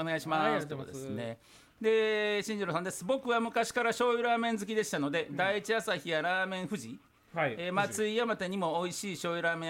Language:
Japanese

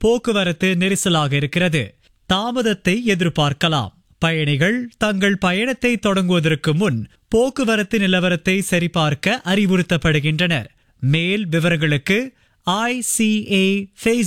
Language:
Tamil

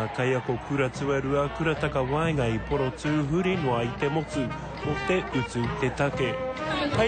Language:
Māori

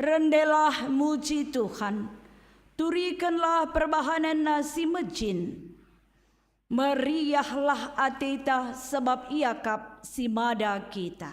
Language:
Batak Karo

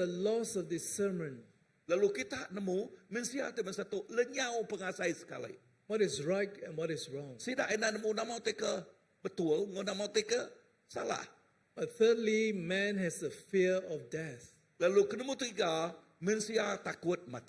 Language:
Iban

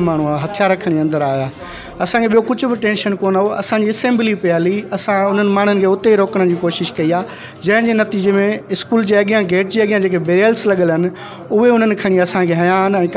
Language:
Sindhi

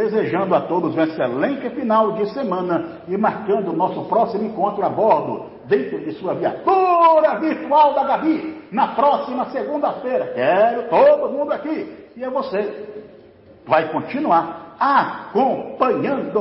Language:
Portuguese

